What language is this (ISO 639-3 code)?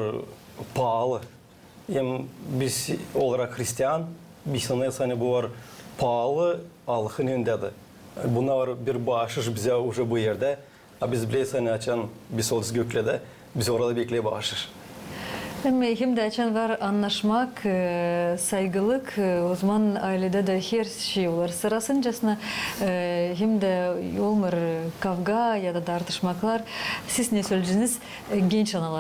gag